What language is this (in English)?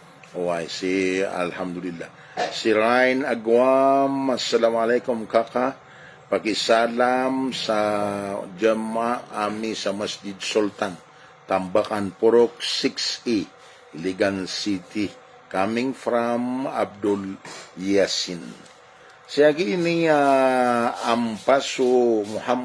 Maranao